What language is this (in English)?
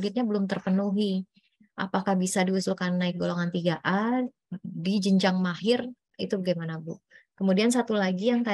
Indonesian